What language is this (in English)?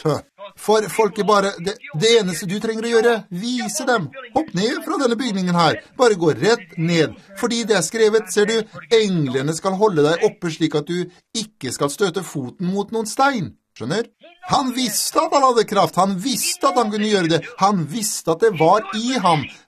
Norwegian